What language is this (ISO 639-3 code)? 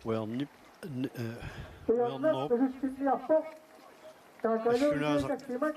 kal